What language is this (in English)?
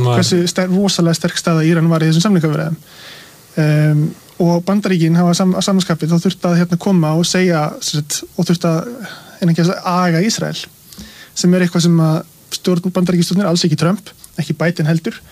Icelandic